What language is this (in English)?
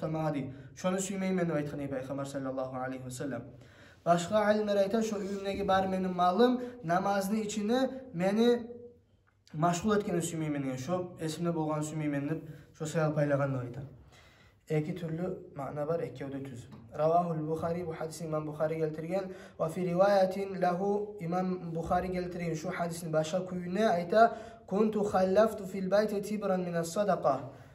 Kumyk